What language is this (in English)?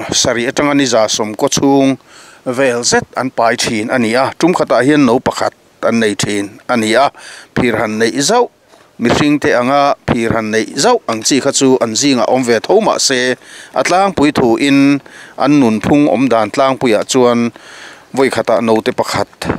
Mizo